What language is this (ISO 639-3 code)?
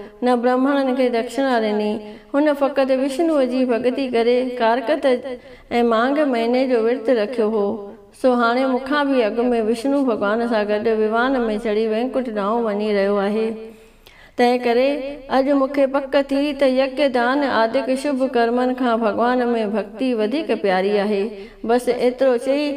snd